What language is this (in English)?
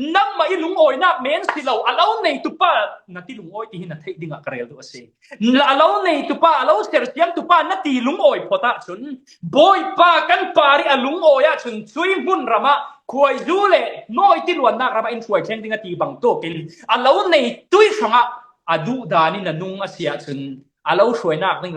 Falam Chin